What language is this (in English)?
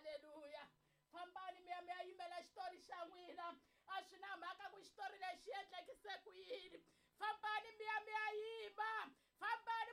Tsonga